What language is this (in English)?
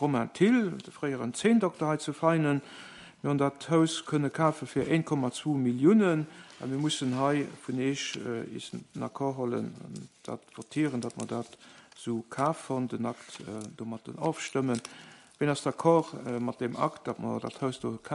Luxembourgish